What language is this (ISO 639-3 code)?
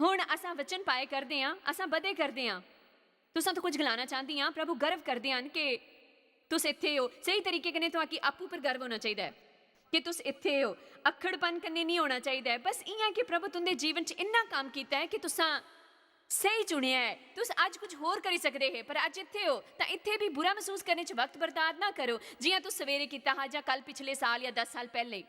doi